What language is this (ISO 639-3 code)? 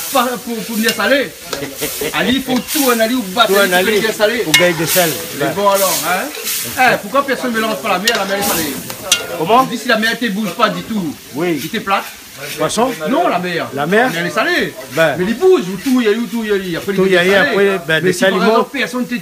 rcf